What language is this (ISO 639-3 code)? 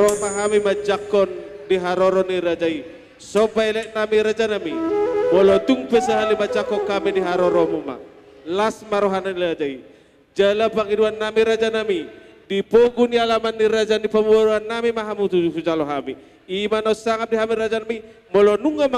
bbc